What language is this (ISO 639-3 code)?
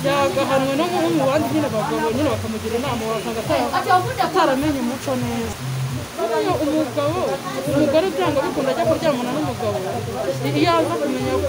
kin